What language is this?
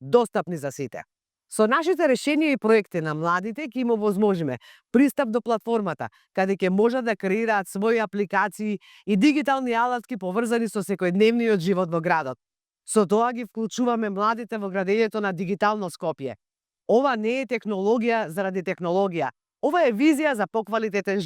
Macedonian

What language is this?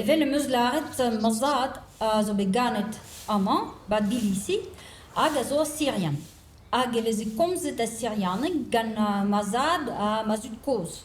Breton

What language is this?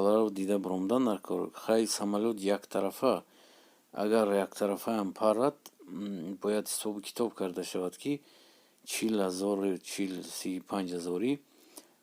Tajik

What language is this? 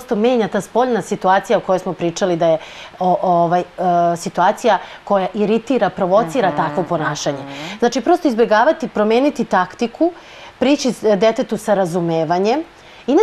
Serbian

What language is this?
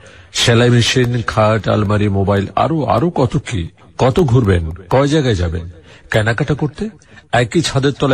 Bangla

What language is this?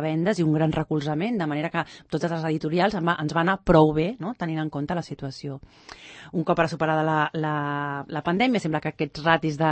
Catalan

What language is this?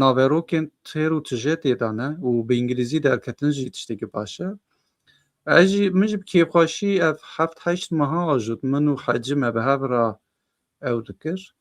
Kurdish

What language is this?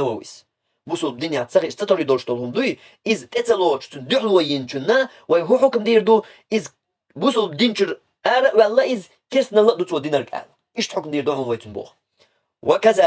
Chechen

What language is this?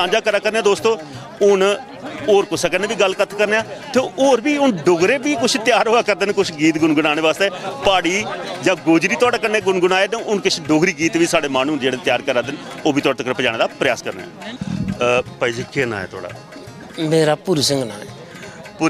Dogri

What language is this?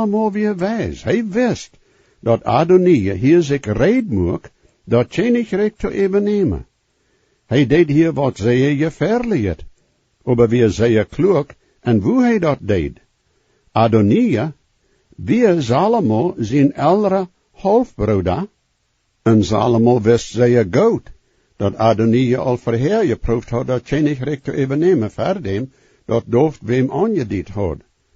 Plautdietsch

